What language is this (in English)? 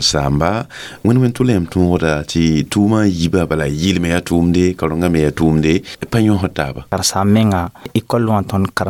Mossi